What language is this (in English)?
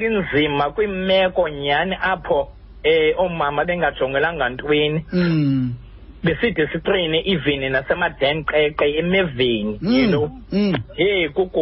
Xhosa